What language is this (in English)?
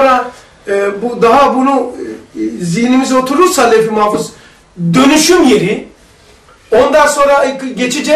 Turkish